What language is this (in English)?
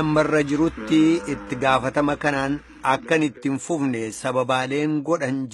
Oromo